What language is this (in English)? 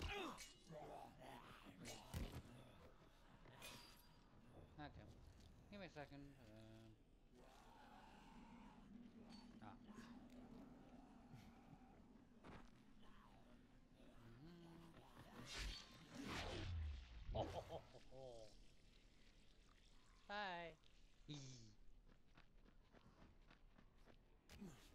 English